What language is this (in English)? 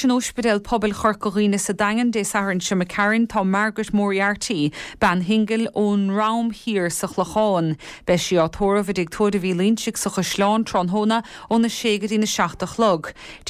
Irish